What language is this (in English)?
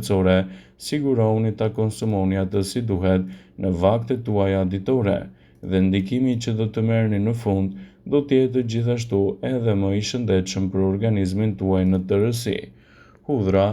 Albanian